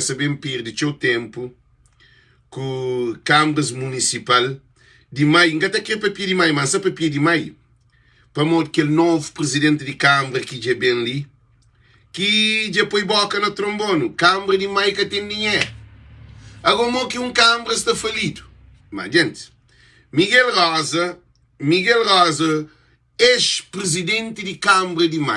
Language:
Kabuverdianu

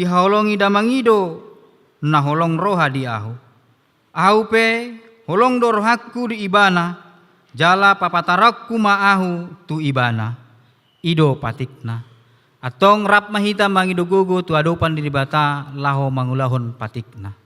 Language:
Batak Toba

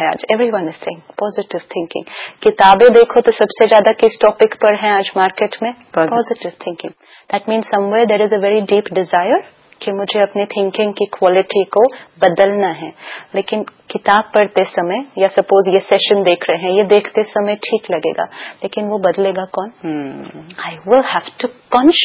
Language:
Hindi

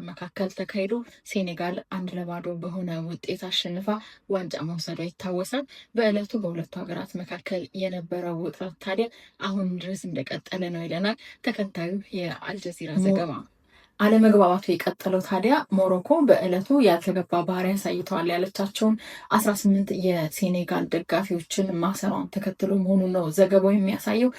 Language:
Amharic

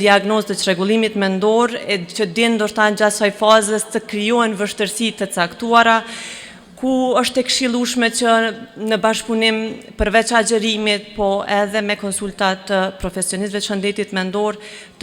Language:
Albanian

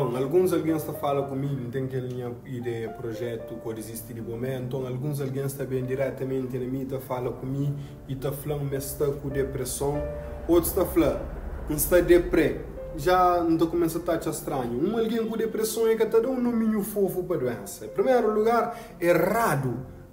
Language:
Kabuverdianu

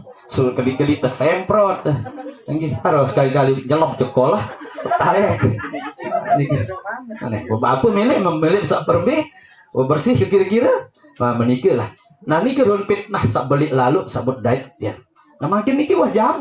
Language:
Sasak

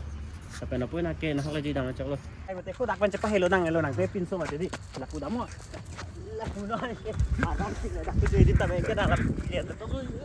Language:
Karbi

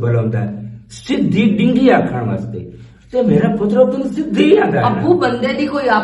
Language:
Western Panjabi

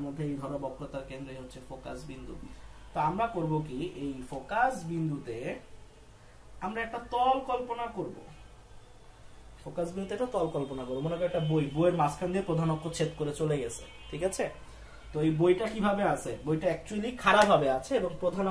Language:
Bangla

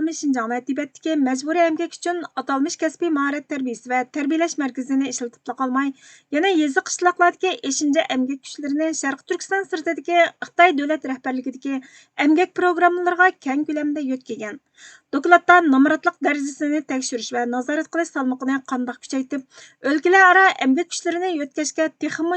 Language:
Uyghur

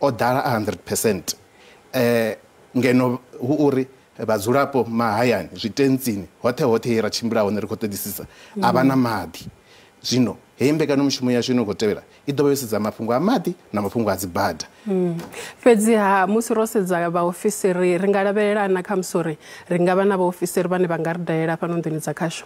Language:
Venda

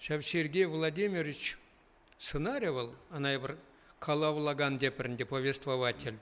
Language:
Chuvash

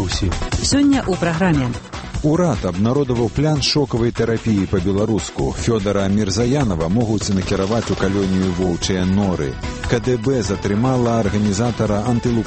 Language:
Belarusian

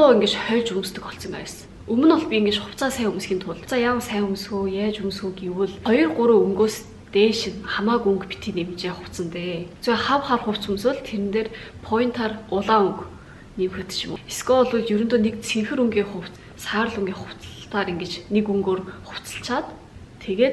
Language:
Mongolian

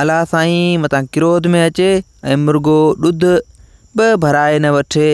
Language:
Sindhi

